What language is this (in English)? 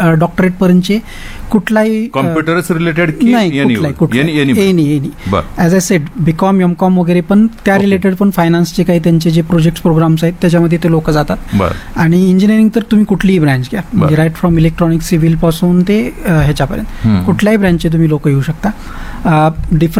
Marathi